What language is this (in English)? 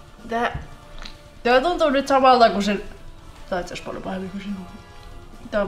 Finnish